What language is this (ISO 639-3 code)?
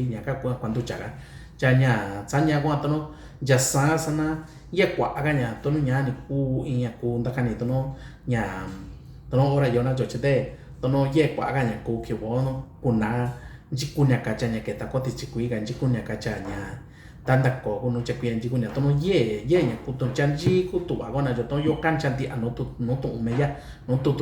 mix